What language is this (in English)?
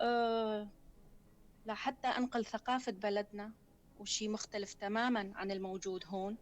North Levantine Arabic